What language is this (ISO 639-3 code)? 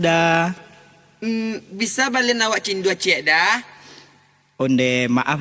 min